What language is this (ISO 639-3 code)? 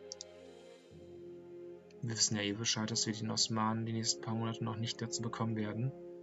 deu